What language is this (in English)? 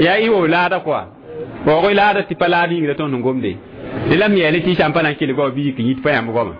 Mossi